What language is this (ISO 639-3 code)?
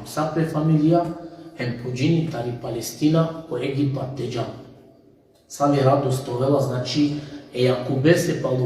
rmn